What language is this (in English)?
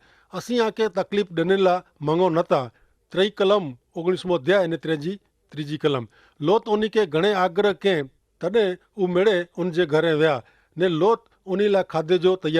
Kachhi